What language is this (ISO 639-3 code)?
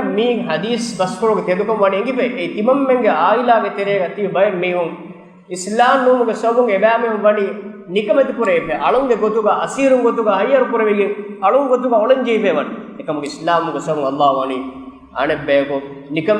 div